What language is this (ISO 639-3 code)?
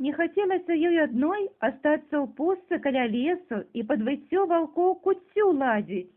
bel